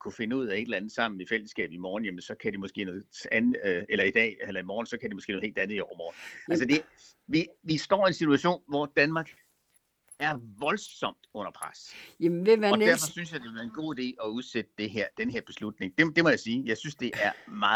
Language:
Danish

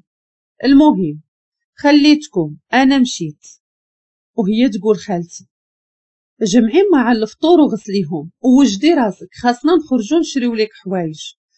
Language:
Moroccan Arabic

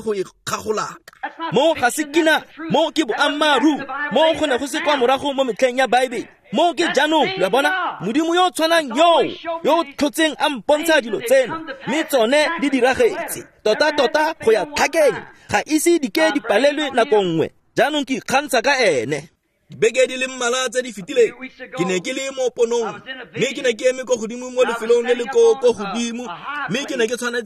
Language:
Tswana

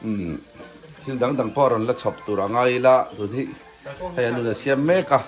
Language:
Mizo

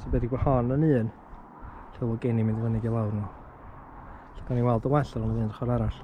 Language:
Welsh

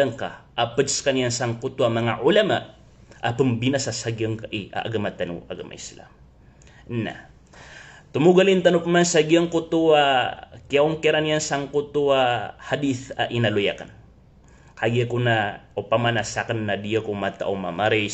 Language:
Maranao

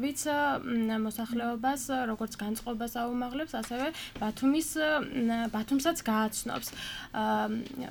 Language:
Georgian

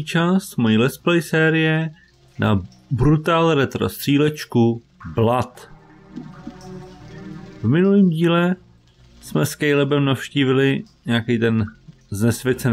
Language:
Czech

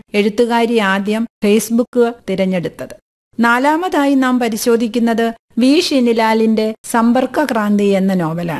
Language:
Malayalam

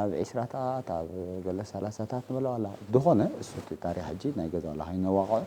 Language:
Tigrinya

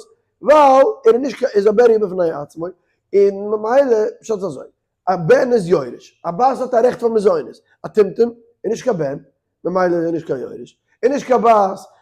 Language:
Yiddish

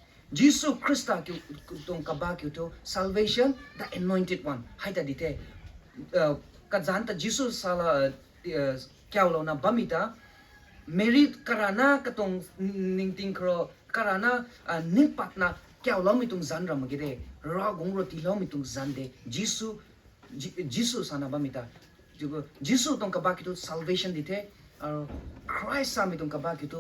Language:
Rongmei Naga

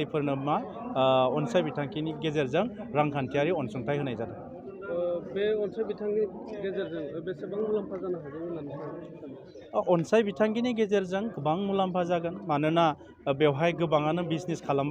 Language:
Bodo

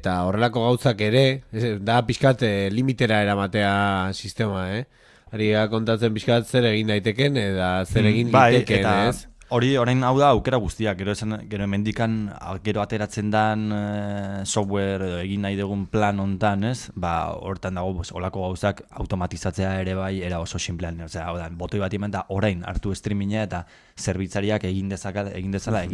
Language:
Basque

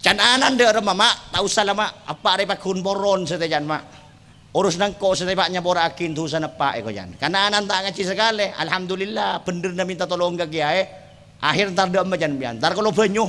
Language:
Madurese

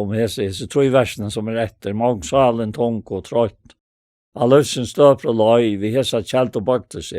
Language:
Faroese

